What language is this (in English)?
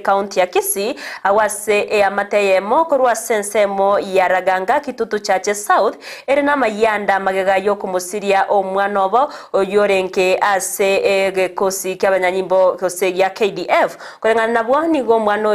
Gusii